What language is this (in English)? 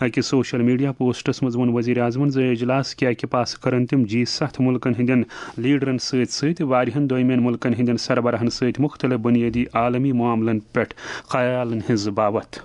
Kashmiri